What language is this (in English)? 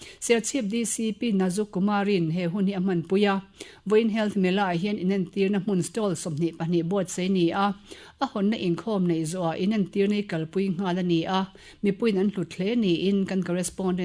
Mizo